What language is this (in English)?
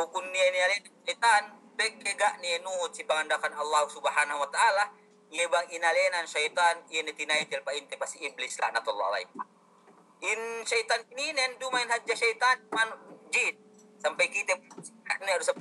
Yakan